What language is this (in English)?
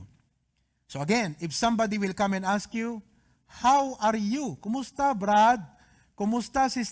Iloko